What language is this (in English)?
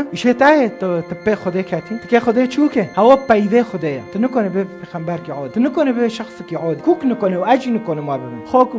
Kurdish